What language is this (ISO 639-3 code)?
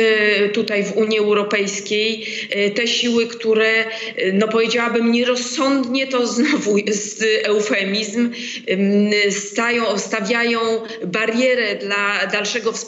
pol